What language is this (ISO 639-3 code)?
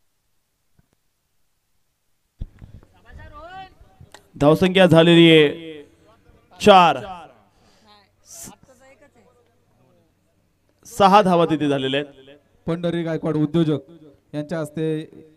mar